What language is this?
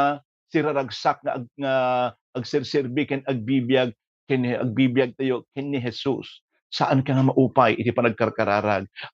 Iloko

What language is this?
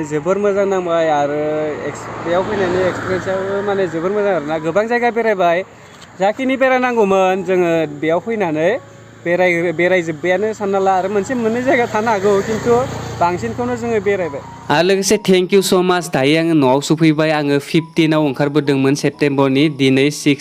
Bodo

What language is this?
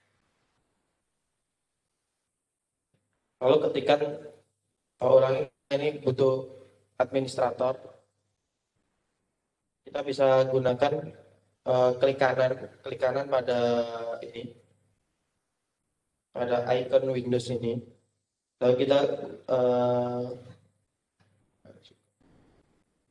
Indonesian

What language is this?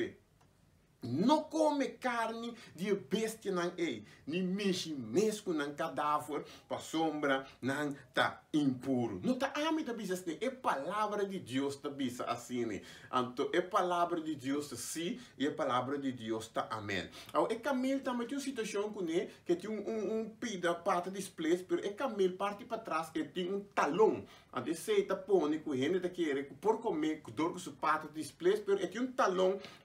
Papiamento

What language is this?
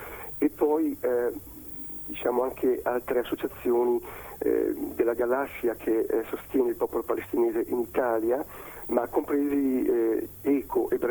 Italian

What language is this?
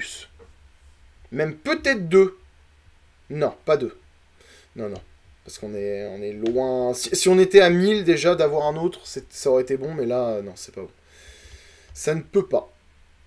French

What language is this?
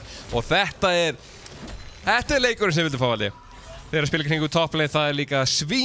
Icelandic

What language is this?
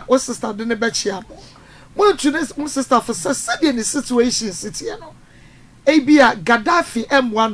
Akan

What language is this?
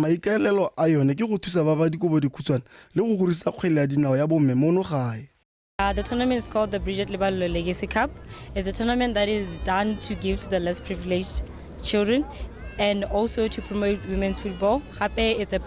Tswana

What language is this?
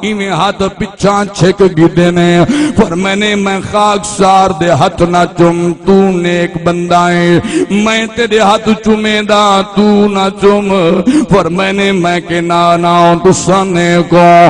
Saraiki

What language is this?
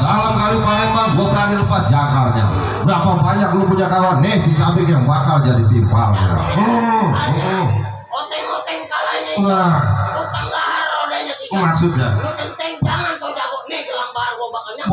Betawi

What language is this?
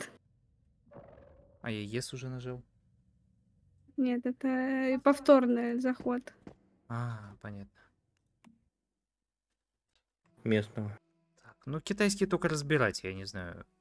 Russian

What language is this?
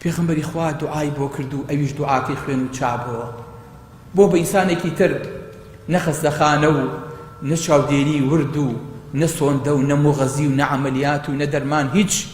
Central Kurdish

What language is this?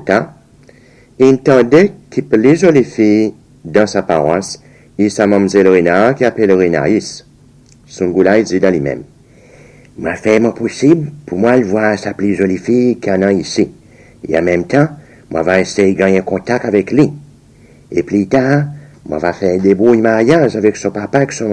Seselwa Creole French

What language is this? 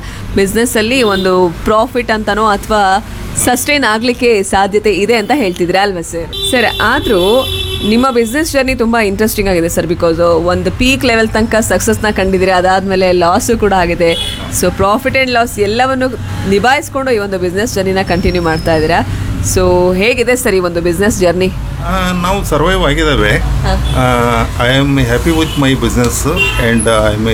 Kannada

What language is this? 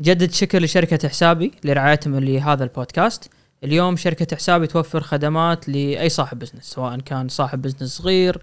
Gulf Arabic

